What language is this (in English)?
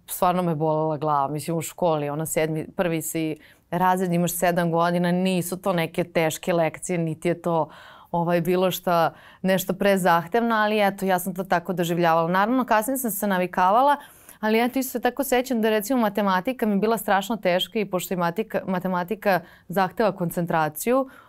Serbian